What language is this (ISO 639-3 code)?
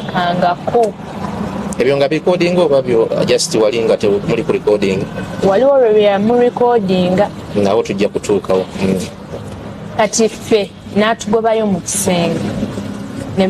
lug